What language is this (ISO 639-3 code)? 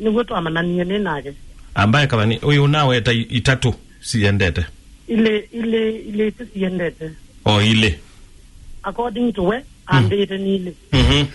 kam